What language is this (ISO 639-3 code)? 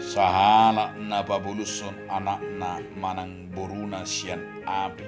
bbc